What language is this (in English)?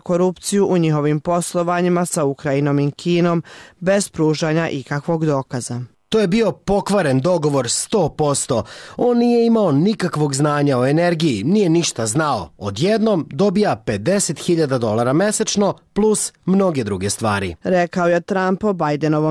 Serbian